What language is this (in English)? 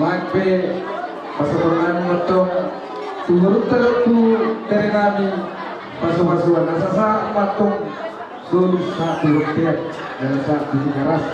Batak Toba